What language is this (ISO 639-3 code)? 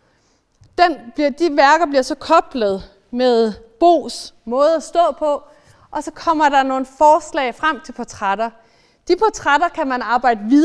dan